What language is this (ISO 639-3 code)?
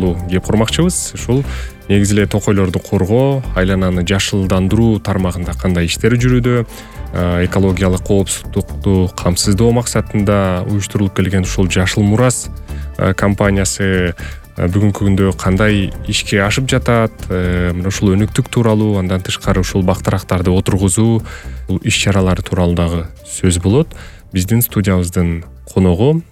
kir